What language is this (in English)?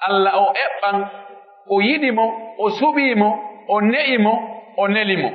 Pular